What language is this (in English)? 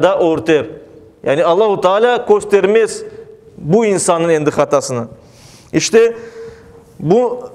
Crimean Tatar